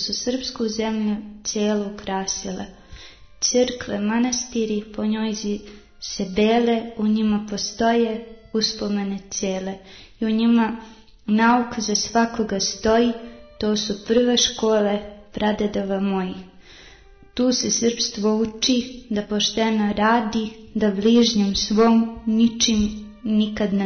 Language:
Serbian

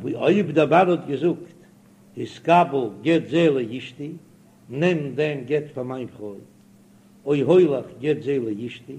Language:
Yiddish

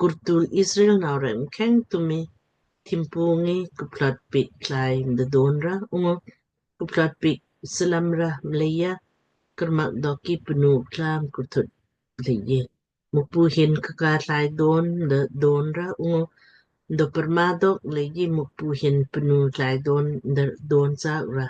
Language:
Lamkang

